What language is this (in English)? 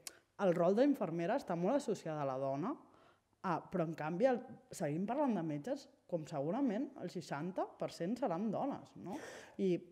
Catalan